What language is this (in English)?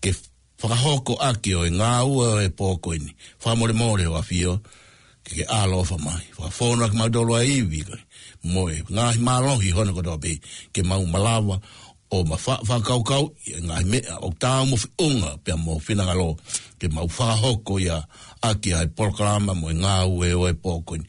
Tongan